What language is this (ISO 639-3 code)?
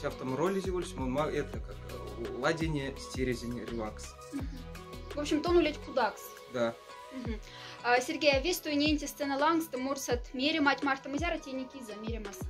mdf